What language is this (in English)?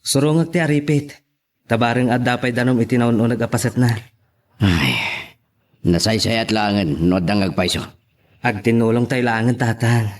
Iloko